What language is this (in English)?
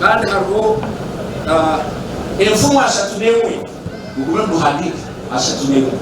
Nyankole